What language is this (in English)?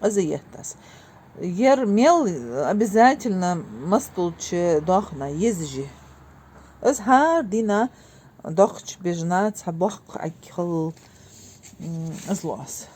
Ingush